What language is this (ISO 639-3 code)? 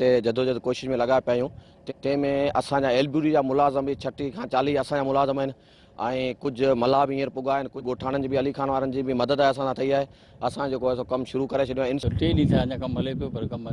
snd